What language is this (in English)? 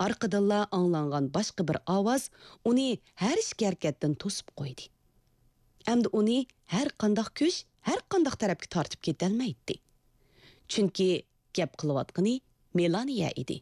Uyghur